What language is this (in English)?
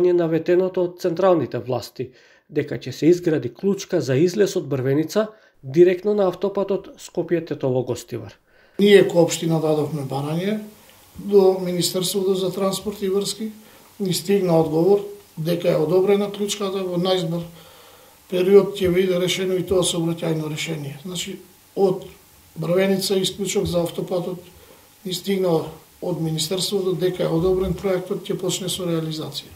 Macedonian